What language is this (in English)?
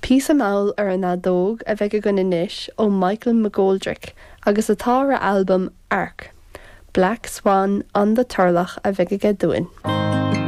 Irish